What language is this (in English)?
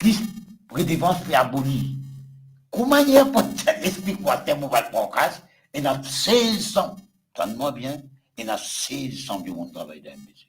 Morisyen